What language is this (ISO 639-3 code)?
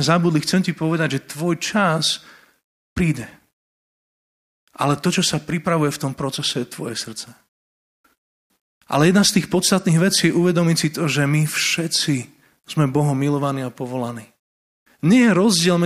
slk